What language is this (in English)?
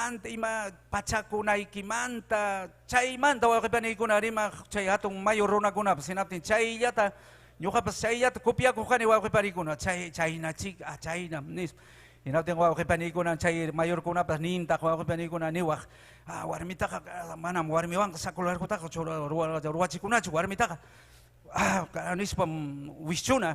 Ayacucho Quechua